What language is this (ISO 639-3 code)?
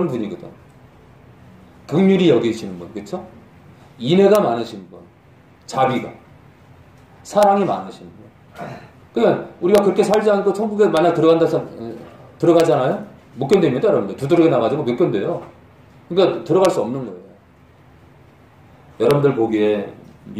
kor